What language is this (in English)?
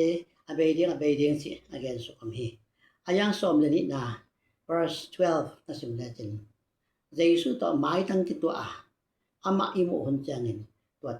Tedim Chin